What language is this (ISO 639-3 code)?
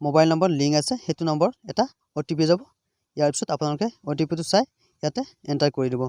asm